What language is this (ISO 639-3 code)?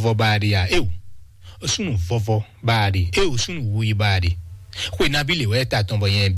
fon